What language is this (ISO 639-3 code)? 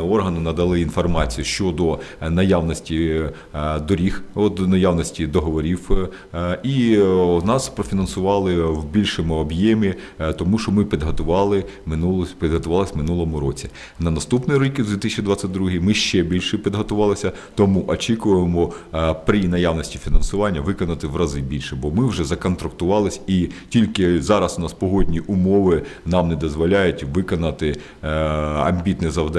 ukr